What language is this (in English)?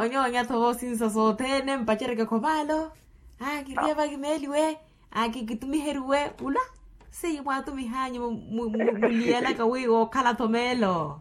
Makhuwa